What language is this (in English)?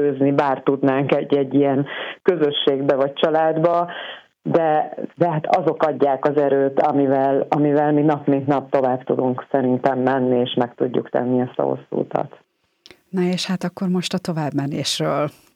Hungarian